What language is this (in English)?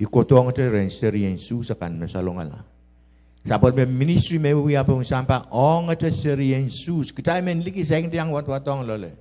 Pohnpeian